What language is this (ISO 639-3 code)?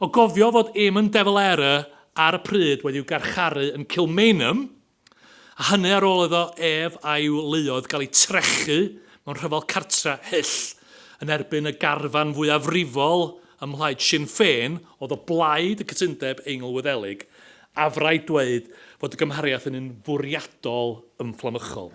cym